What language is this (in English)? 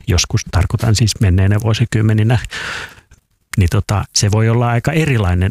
Finnish